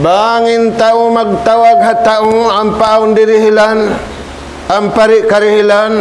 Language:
Tausug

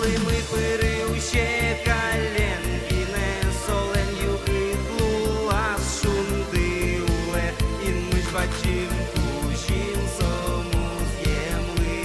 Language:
Udmurt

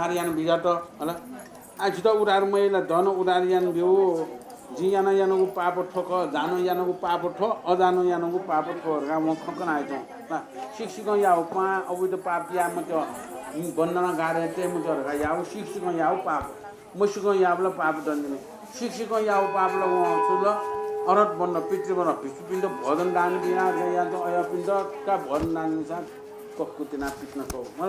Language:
Newari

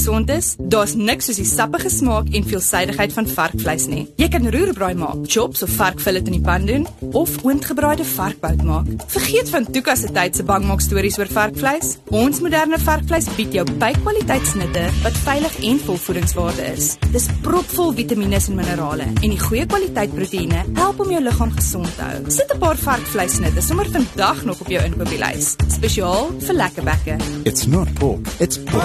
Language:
Afrikaans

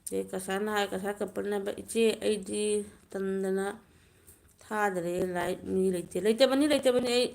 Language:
Manipuri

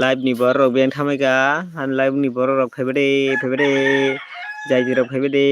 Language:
Kok Borok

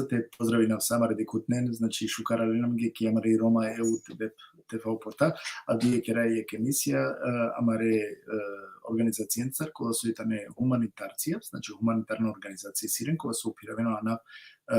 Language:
Balkan Romani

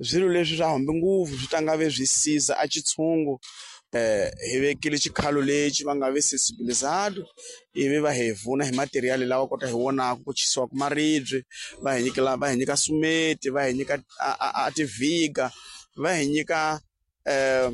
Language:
Tsonga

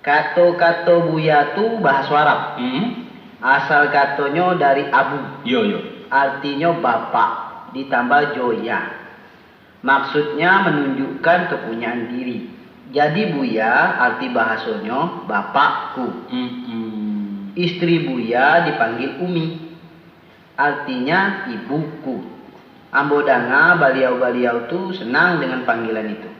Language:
Minangkabau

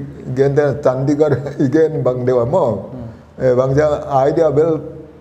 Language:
Paite Chin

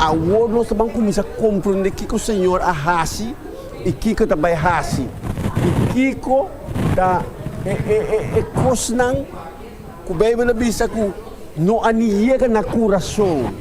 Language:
Papiamento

